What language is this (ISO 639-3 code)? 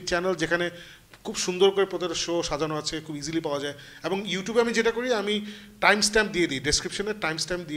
ben